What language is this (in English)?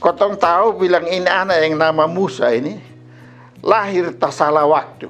Kupang Malay